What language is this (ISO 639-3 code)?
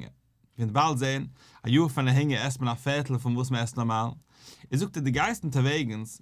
yid